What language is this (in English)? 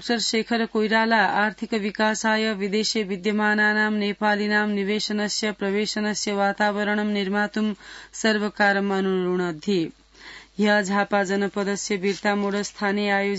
Sanskrit